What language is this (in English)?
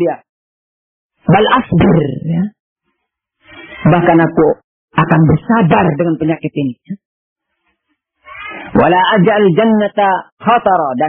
Indonesian